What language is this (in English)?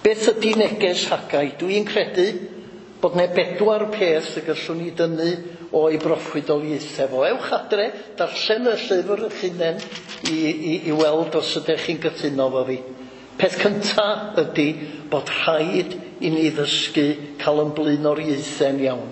Welsh